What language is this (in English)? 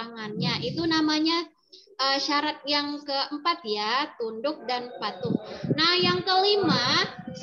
Indonesian